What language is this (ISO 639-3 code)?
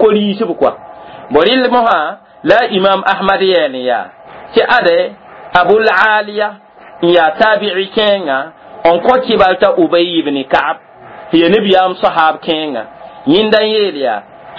mos